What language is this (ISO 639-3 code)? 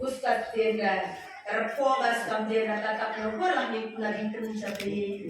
btx